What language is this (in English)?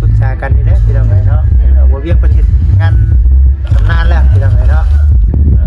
Lao